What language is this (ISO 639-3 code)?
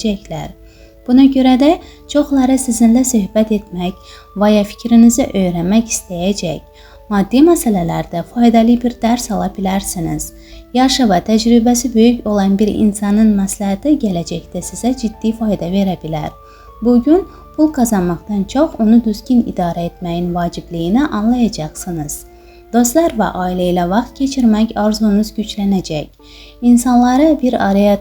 aze